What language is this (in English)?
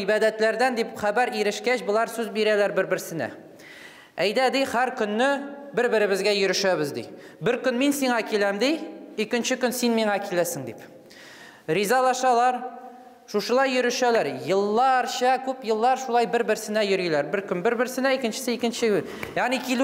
Tatar